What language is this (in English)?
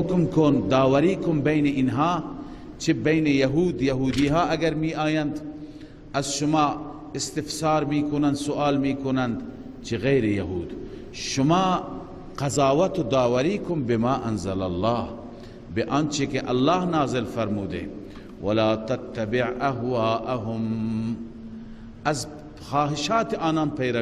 Persian